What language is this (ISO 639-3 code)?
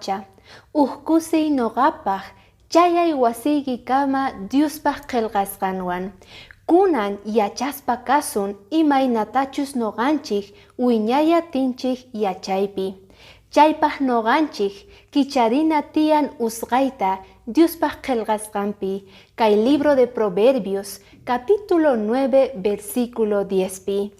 que